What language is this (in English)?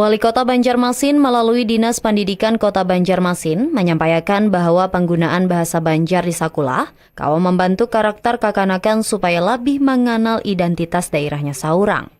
Banjar